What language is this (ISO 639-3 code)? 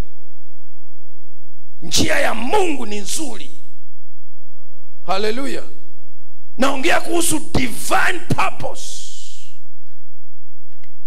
swa